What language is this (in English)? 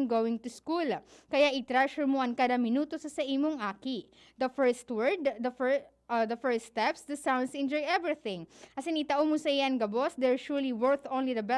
Bikol